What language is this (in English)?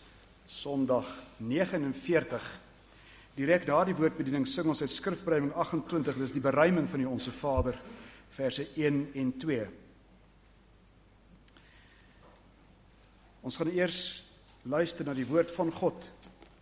Afrikaans